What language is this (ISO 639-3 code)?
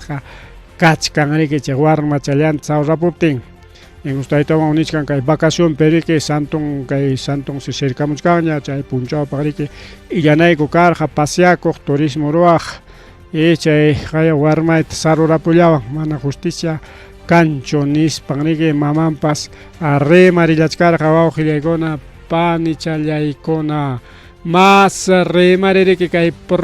quy